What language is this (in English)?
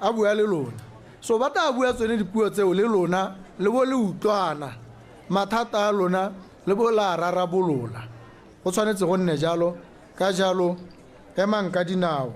Tswana